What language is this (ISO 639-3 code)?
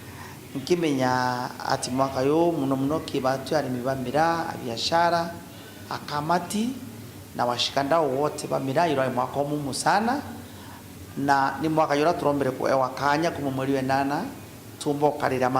mer